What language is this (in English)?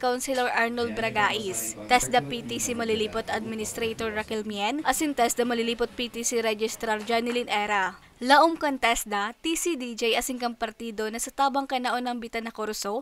Bikol